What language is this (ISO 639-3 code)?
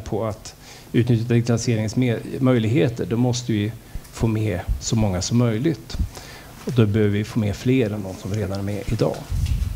swe